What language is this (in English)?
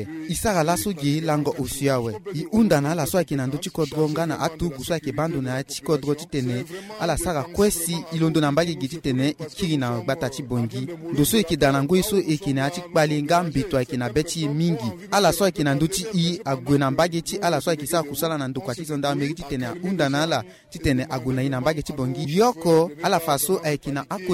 Sango